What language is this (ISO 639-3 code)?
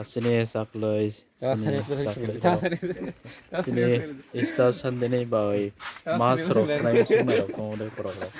trp